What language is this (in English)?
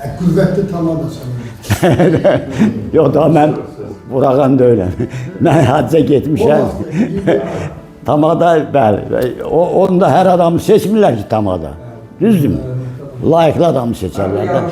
Azerbaijani